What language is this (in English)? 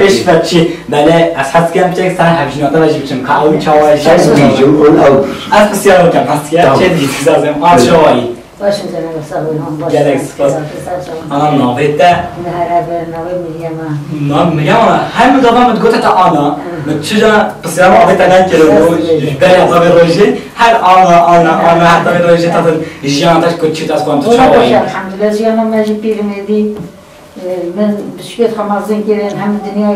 Kurdish